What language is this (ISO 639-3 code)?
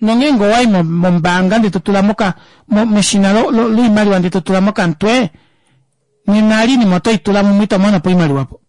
kua